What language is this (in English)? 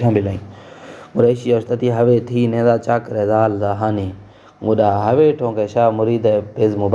Baluchi